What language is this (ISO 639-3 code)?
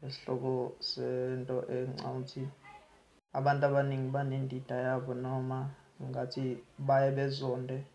zul